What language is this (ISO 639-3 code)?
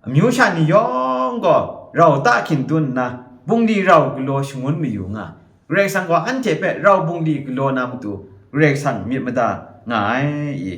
kac